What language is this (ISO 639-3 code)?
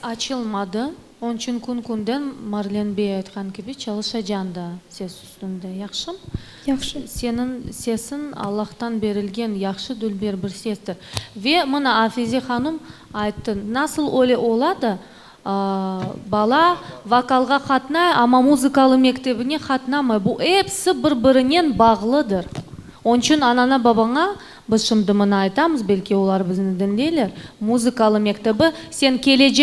crh